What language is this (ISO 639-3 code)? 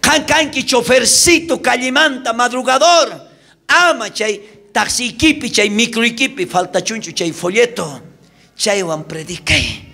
quh